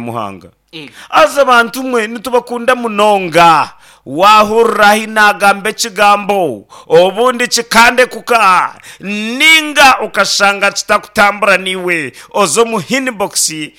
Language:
Nyankole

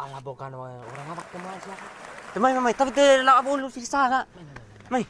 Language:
Bima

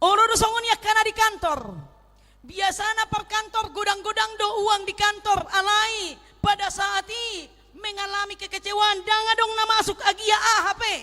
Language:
Batak Toba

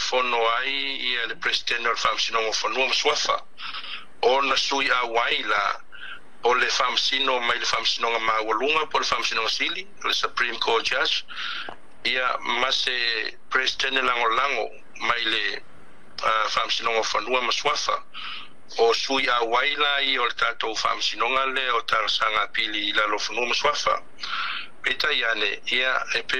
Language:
Samoan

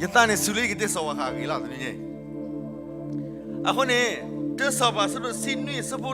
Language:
S'gaw Karen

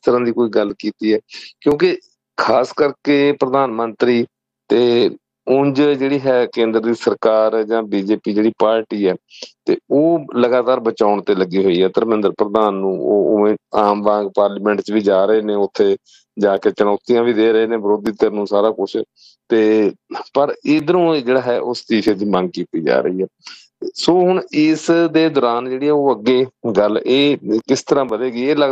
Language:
Punjabi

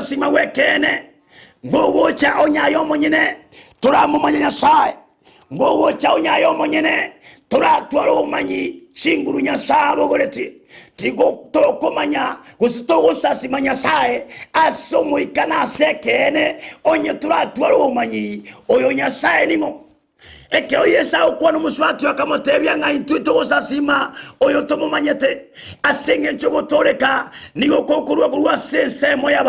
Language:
Gusii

